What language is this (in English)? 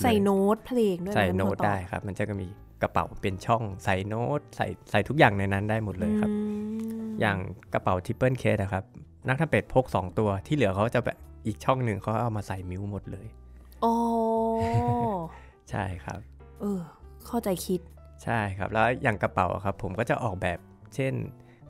Thai